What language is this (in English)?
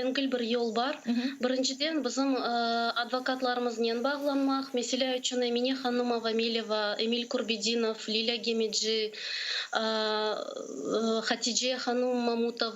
Crimean Tatar